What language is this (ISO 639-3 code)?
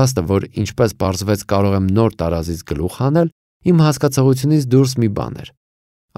hye